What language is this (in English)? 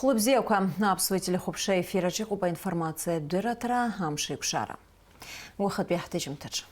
Abkhazian